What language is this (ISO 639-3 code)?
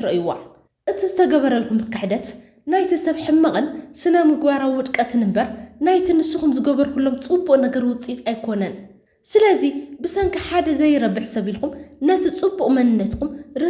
tir